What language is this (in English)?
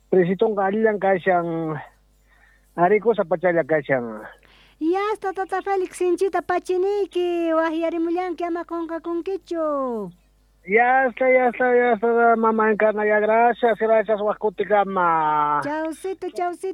South Bolivian Quechua